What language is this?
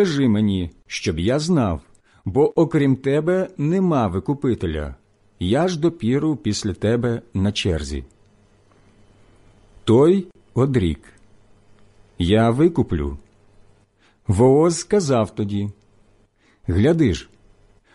Ukrainian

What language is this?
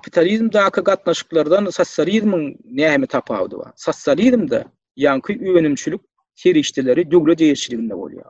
Turkmen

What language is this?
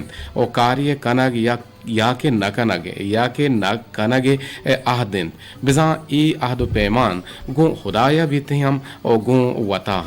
Eastern Balochi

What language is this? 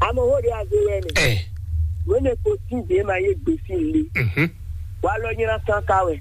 Fon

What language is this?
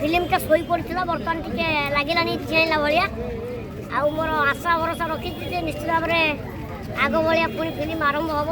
Odia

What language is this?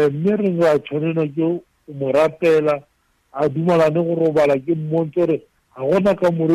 Tswana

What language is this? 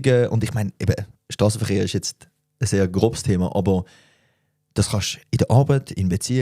Swiss German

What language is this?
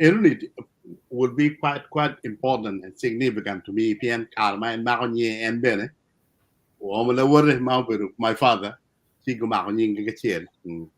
Acoli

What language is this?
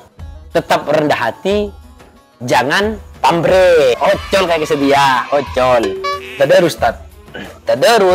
Madurese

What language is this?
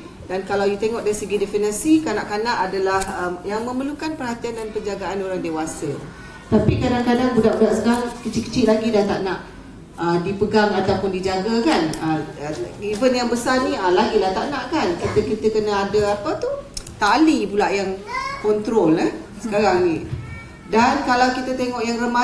Malay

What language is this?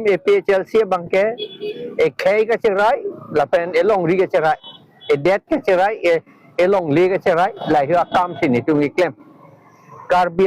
Karbi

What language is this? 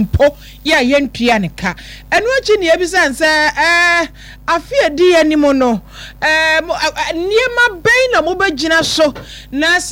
Akan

